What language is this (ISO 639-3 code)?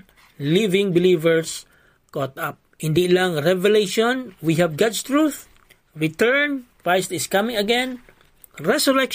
hil